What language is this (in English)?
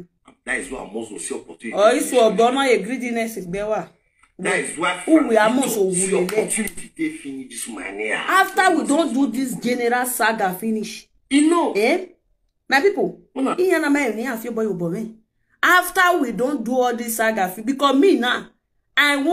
Nigerian Pidgin